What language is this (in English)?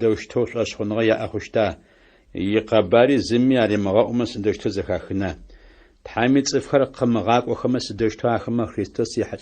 Adyghe